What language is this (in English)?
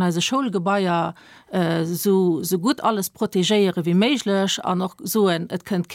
Luxembourgish